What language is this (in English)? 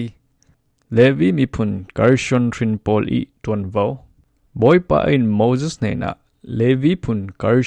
Falam Chin